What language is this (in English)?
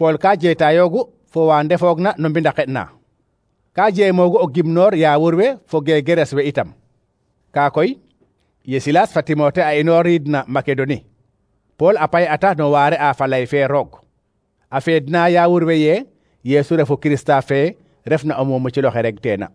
Serer